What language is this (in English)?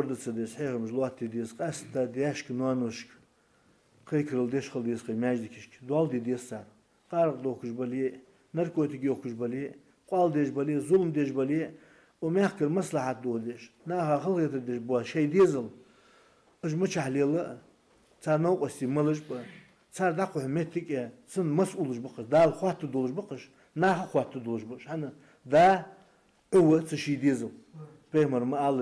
Ingush